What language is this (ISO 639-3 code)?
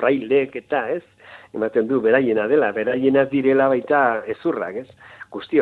eus